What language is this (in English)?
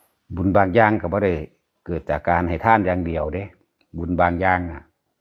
Lao